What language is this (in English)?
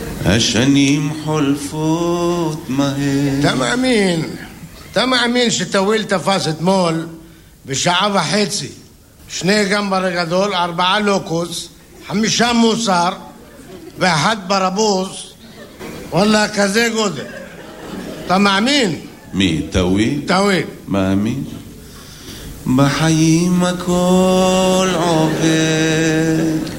Hebrew